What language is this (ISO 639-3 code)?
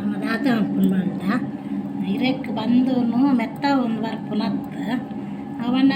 tcy